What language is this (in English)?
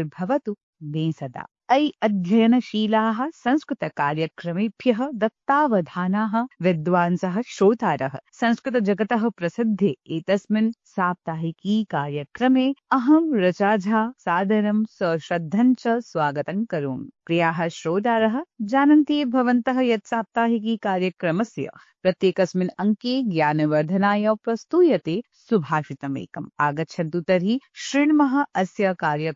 Sanskrit